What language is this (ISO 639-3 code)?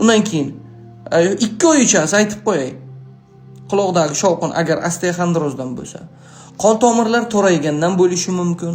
uzb